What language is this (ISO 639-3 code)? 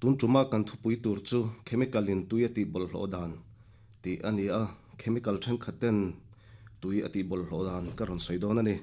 lus